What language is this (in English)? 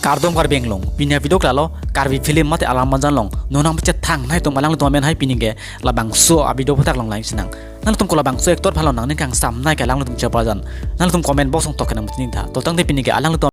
Karbi